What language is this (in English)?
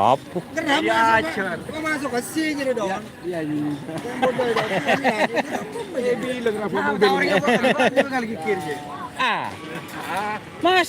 Madurese